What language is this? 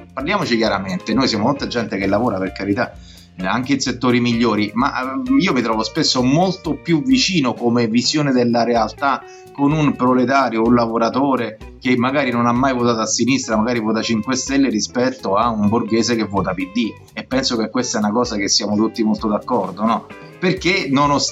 Italian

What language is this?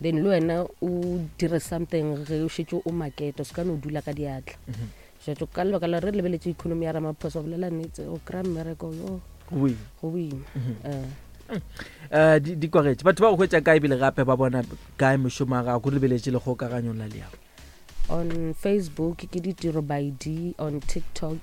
Northern Sotho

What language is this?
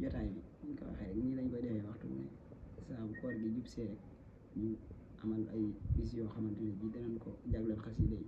Wolof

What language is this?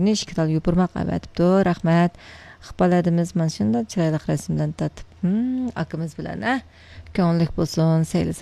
Uyghur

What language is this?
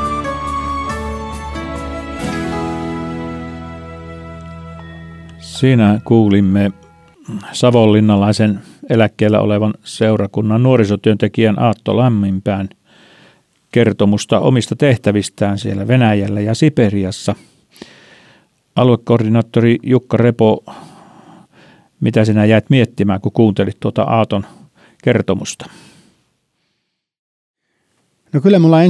Finnish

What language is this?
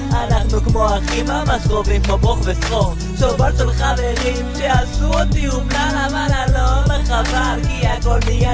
Hebrew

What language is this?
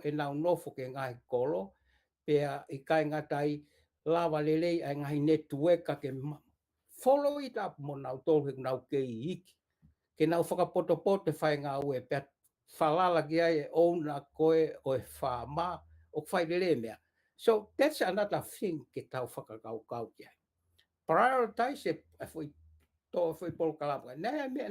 Tongan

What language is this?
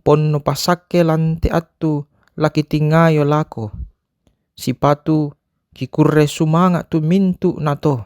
Toraja-Sa'dan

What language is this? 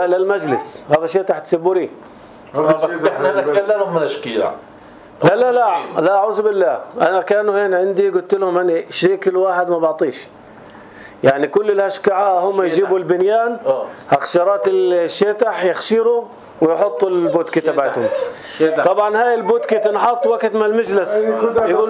North Levantine Arabic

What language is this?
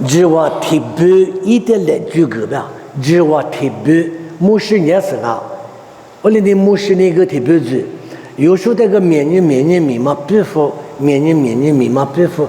Lisu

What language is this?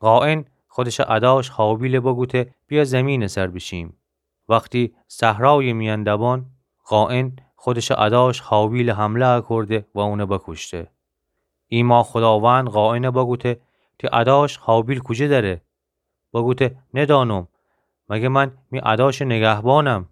Gilaki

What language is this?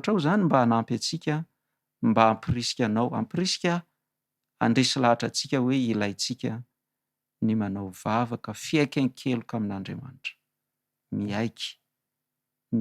Malagasy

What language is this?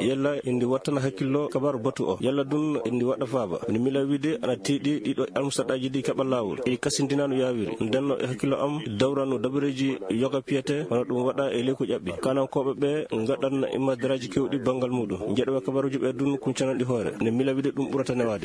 Fula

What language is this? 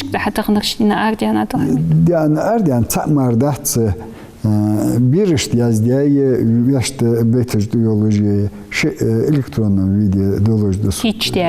Ingush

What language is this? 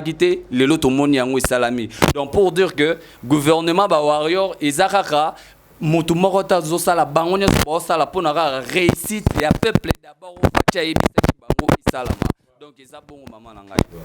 Lingala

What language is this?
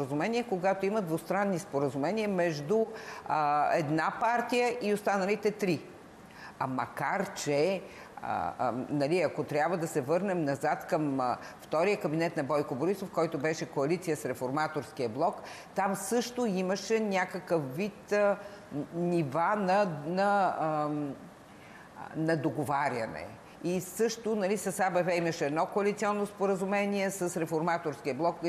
Bulgarian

